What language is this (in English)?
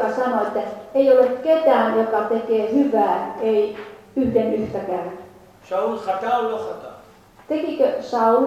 Finnish